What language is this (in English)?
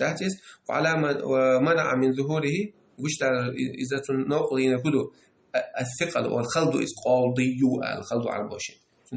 Chechen